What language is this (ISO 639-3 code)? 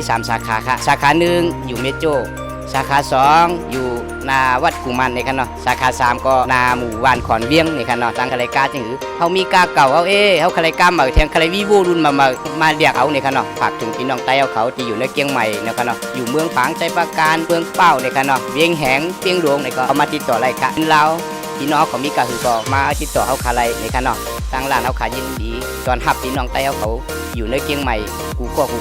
shn